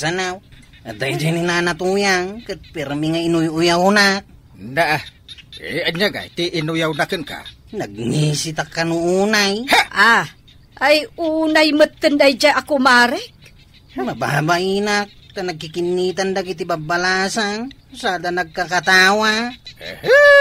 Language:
Iloko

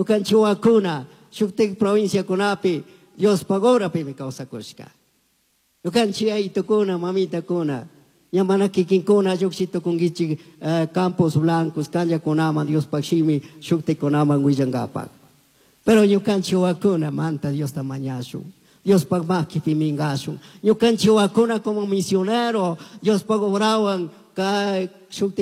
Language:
Chimborazo Highland Quichua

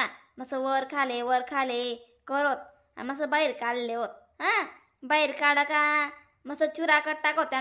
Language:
Khandesi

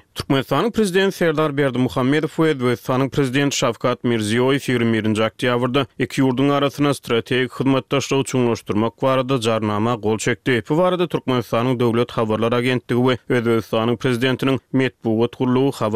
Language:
Turkmen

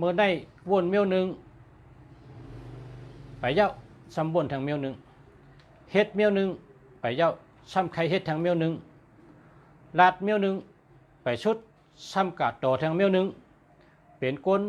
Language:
Shan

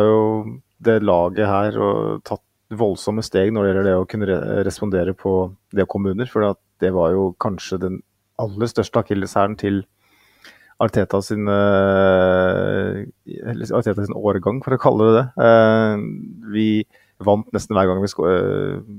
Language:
Norwegian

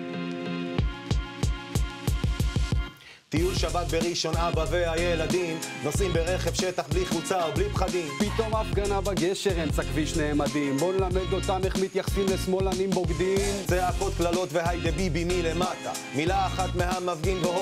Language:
Hebrew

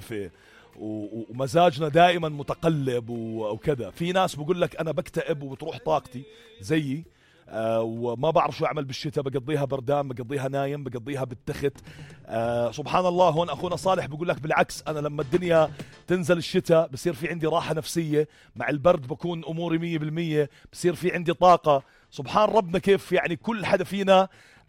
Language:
North Levantine Arabic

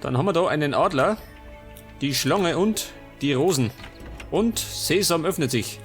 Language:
Bavarian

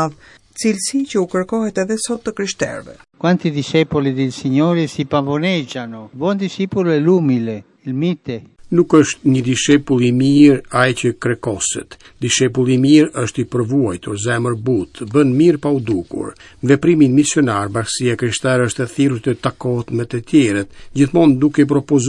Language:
Albanian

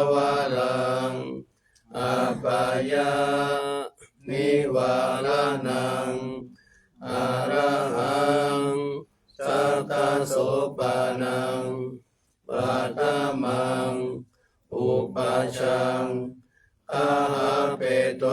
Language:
Pali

